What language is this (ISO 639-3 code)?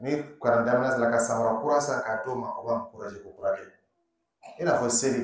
dyu